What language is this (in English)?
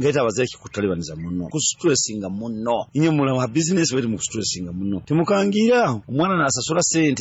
Nyoro